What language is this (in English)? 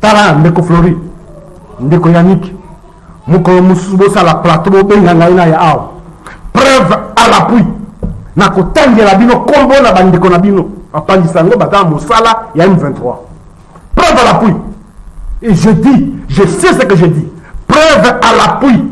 Lingala